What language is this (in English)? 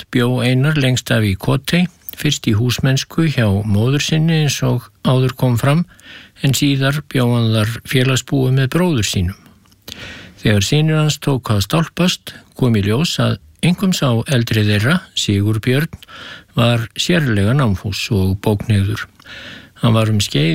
Icelandic